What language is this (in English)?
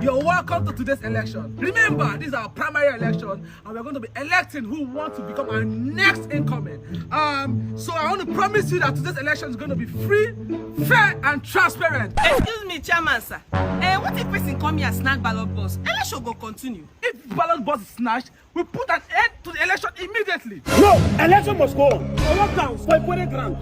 Nigerian Pidgin